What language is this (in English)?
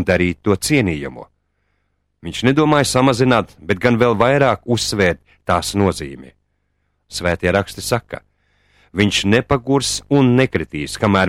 Latvian